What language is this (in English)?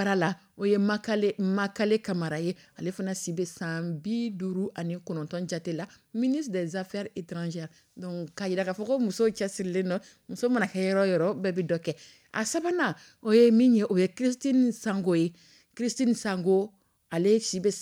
Dyula